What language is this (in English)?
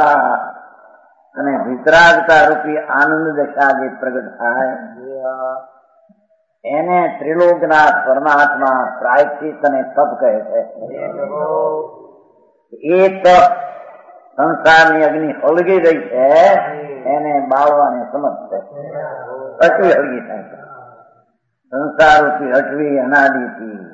Gujarati